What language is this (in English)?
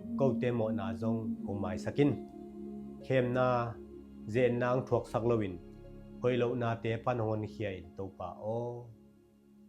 Tedim Chin